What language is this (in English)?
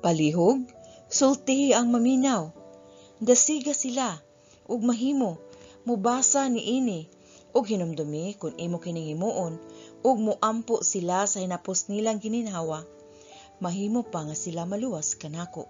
Cebuano